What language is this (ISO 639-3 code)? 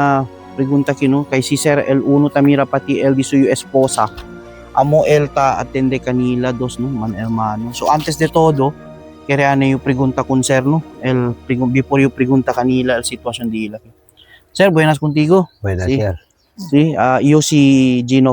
cbk